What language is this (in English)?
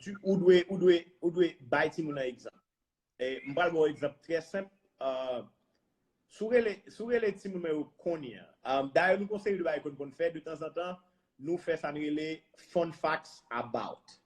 Haitian Creole